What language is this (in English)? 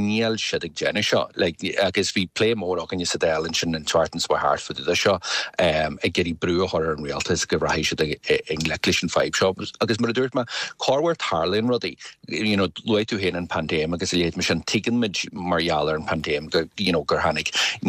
Irish